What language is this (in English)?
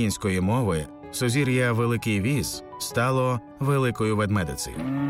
Ukrainian